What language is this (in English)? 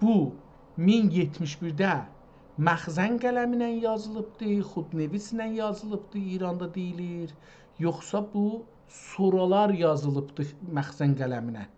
South Azerbaijani